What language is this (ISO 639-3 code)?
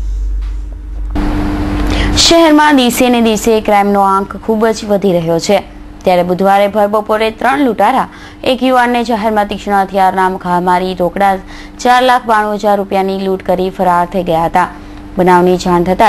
guj